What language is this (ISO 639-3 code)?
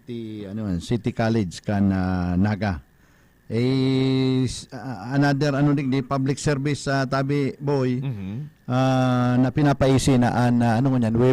bik